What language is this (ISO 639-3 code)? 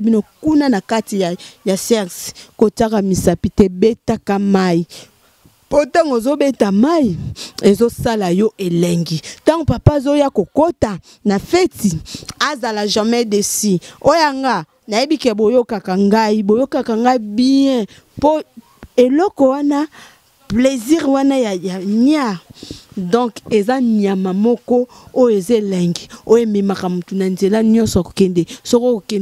lin